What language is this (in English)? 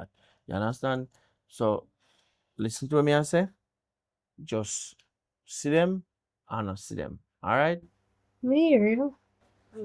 Jamaican Creole English